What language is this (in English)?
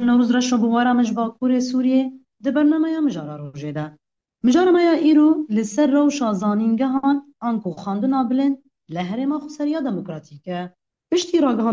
Kurdish